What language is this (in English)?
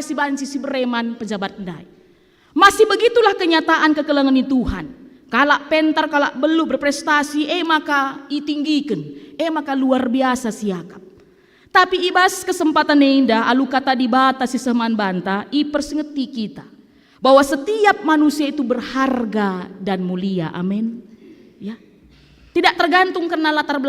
Batak Karo